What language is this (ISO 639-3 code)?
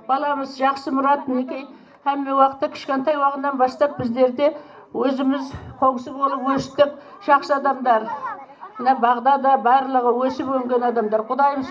kaa